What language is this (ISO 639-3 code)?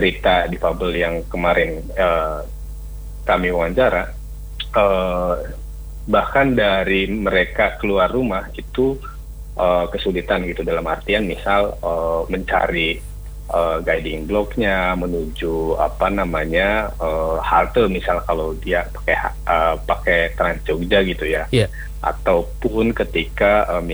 ind